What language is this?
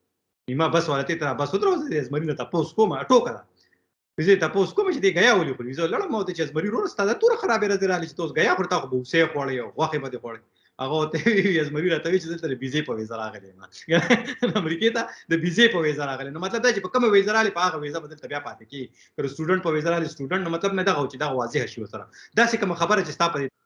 Pashto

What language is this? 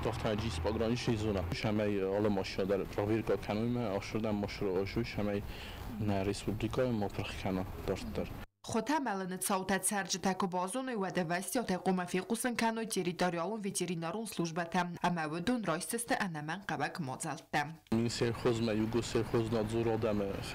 Ossetic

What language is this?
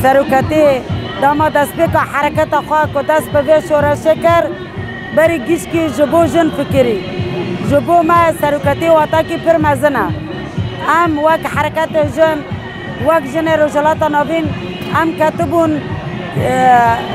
Kurdish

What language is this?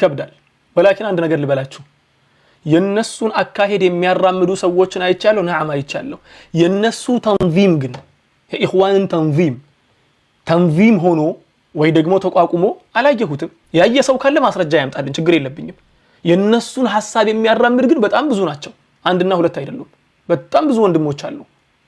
Amharic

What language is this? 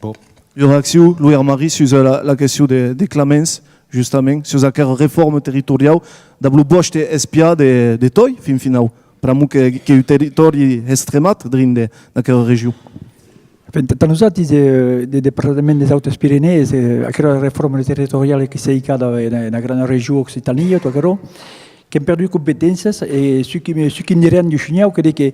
Occitan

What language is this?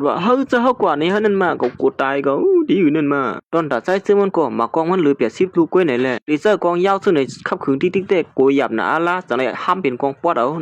Shan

